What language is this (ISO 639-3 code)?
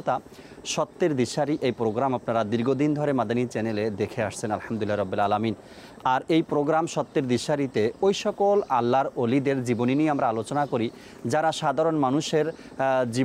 ben